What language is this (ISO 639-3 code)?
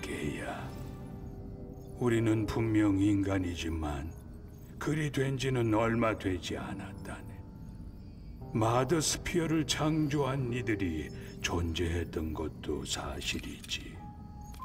kor